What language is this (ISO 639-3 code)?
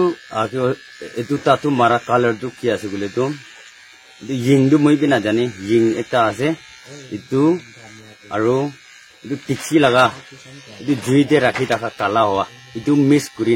nag